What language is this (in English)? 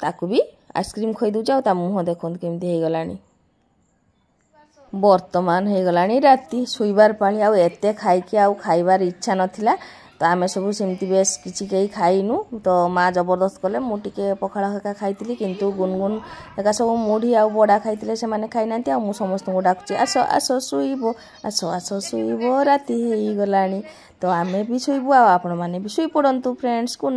Odia